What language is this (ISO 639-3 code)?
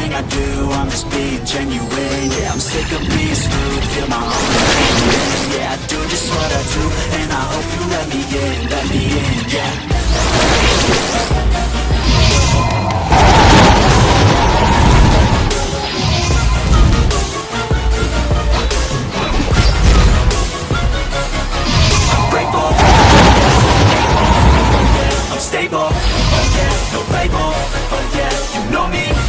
eng